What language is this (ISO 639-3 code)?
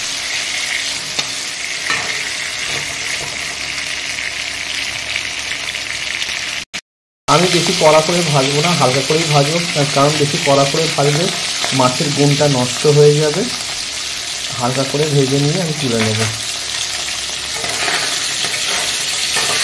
ben